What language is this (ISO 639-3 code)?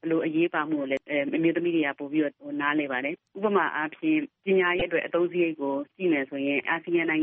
mya